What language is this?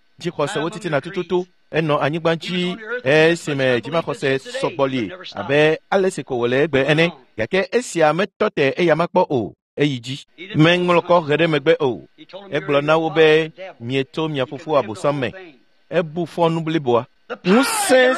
Ewe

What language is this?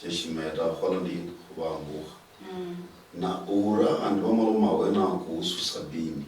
Luyia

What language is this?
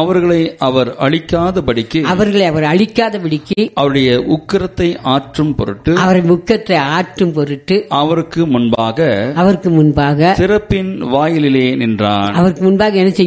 Tamil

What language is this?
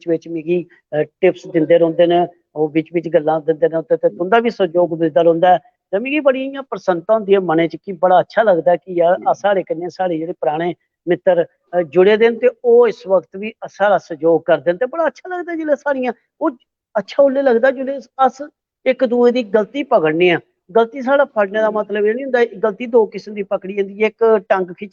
Dogri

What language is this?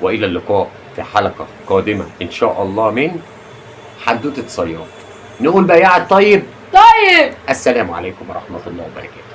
Egyptian Arabic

